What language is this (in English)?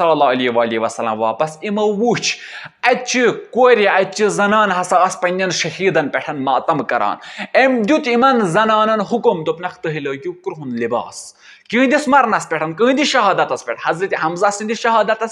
Kashmiri